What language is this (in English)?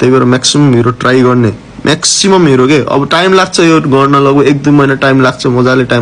Nepali